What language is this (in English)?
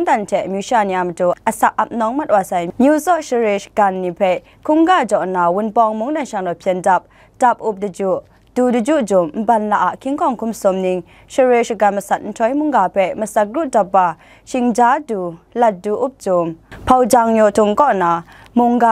Kachin